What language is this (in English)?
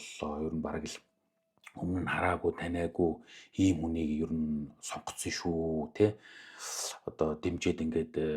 Mongolian